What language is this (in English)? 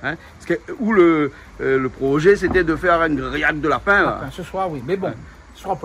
Réunion Creole French